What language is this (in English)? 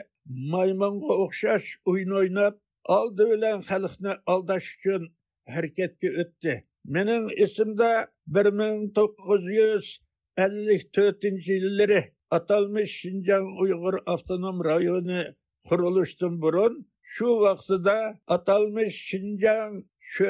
Uyghur